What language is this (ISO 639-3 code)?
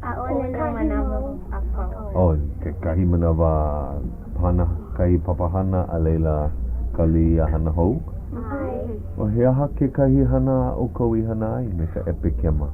haw